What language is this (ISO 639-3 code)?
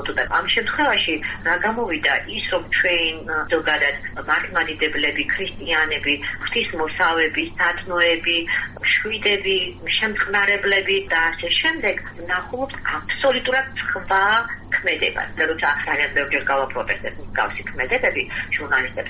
kat